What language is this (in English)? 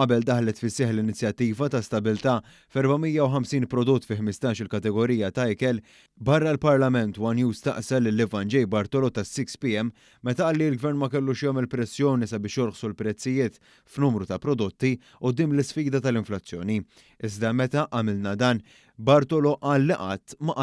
Maltese